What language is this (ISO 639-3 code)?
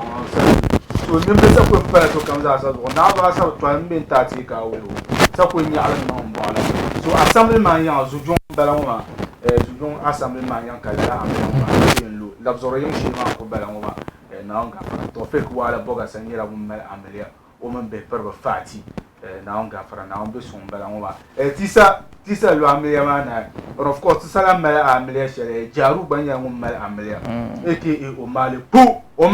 dag